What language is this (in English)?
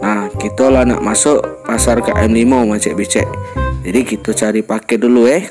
Musi